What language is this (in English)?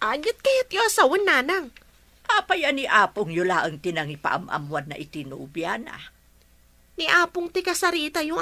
Iloko